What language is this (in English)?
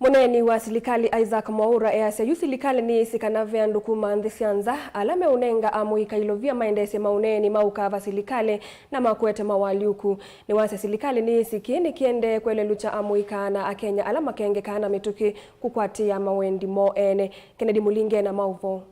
Kamba